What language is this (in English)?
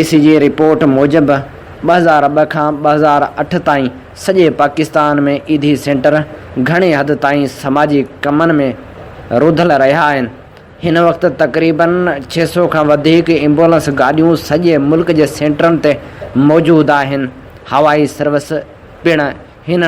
Sindhi